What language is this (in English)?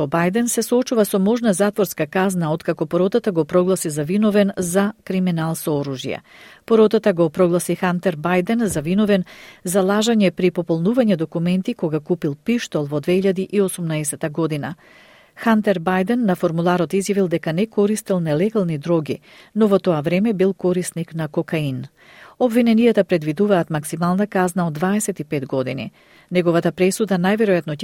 Macedonian